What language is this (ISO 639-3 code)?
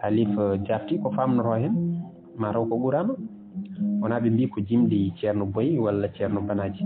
ful